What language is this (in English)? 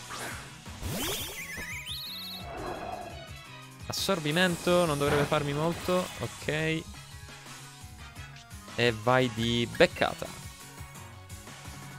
Italian